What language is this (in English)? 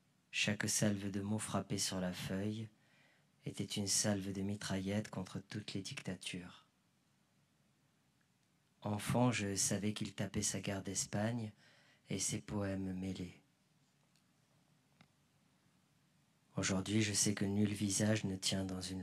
French